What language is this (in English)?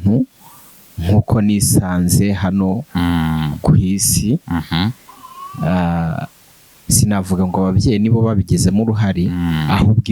Kinyarwanda